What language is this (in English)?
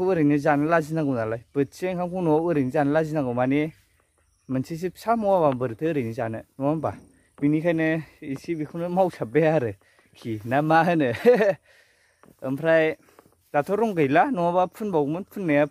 Bodo